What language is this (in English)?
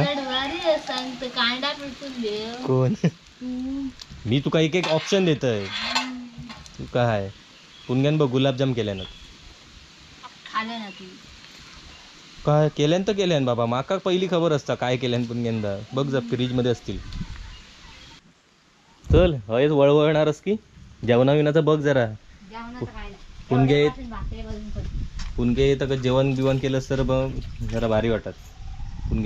Marathi